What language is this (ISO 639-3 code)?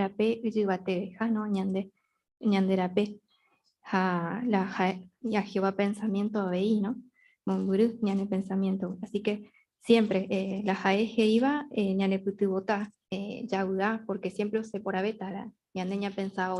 grn